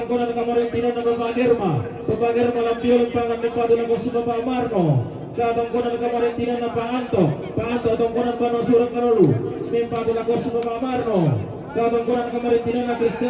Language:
Toraja-Sa'dan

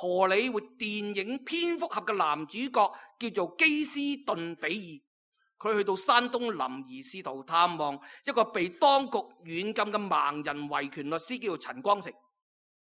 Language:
Cantonese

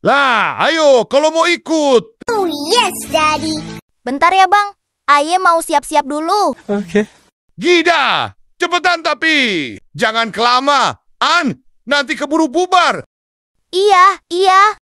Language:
Betawi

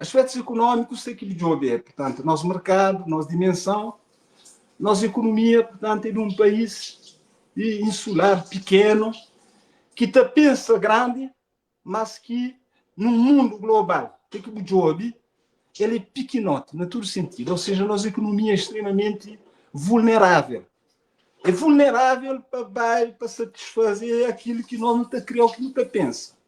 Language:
Kabuverdianu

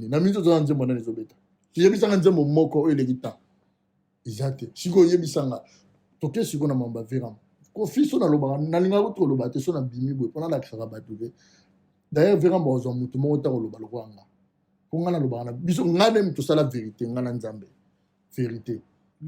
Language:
Lingala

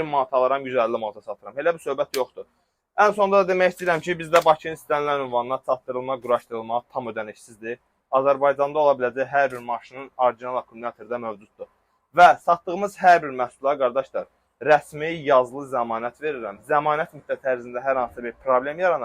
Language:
Azerbaijani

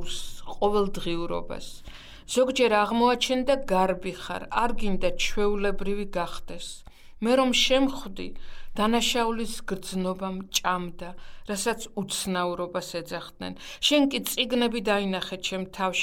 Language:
Georgian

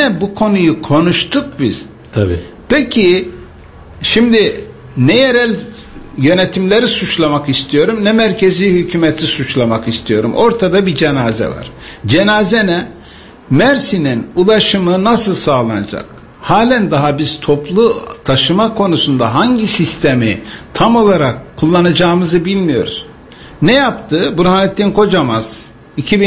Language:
Turkish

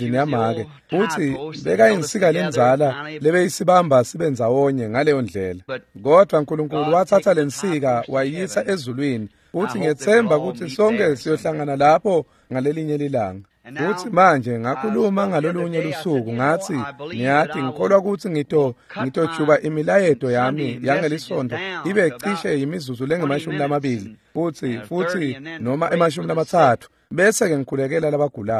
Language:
Swati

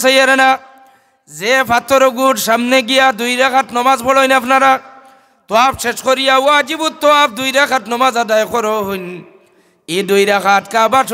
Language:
Sylheti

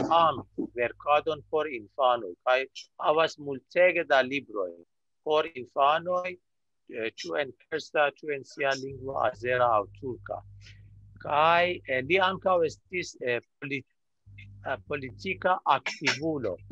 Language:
Esperanto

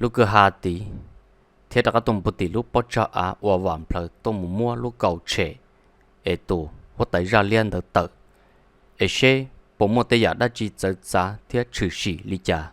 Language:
Hmong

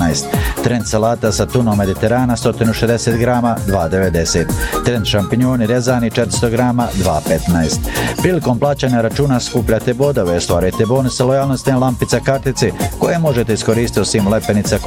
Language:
Bosnian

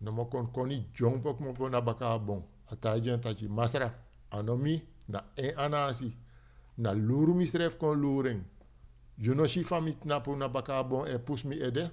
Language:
Sranan Tongo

